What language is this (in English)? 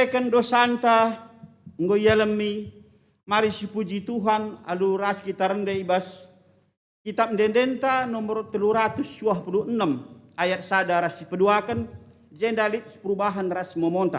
Batak Karo